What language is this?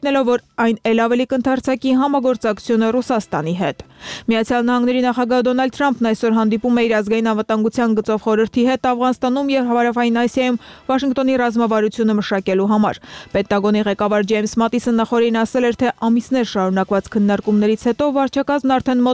Armenian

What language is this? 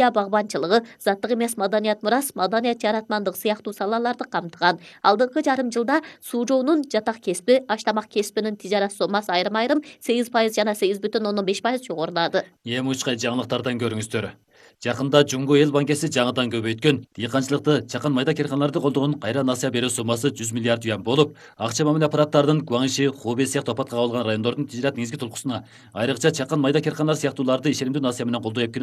Kyrgyz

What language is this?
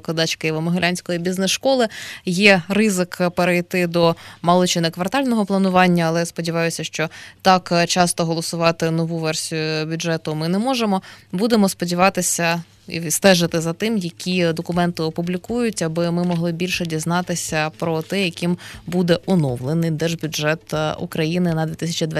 Ukrainian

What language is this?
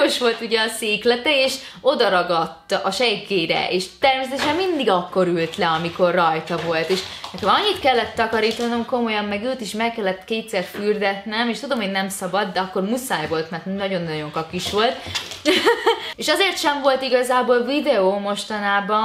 Hungarian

